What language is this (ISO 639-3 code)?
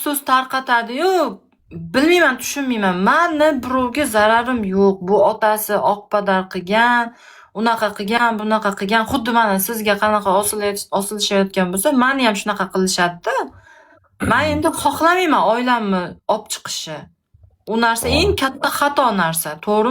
uzb